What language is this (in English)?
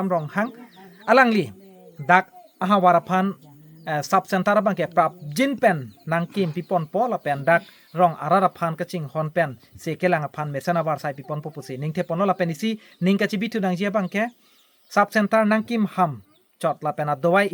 Karbi